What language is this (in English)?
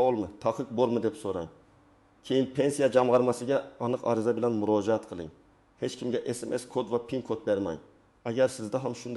Uzbek